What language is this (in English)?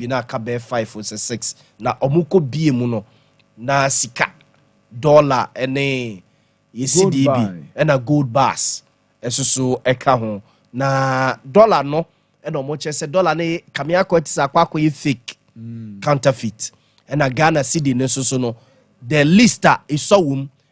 Akan